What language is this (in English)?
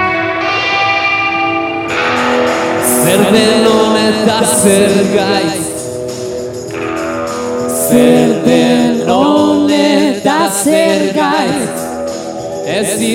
Basque